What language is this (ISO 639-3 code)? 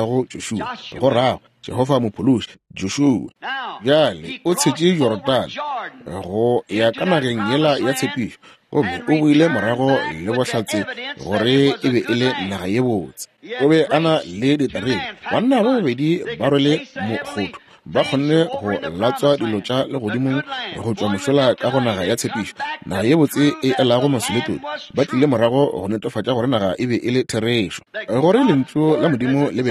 nso